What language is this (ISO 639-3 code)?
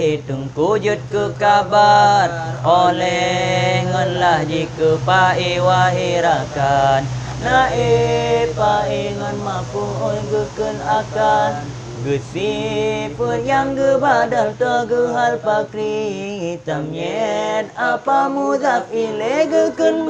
ace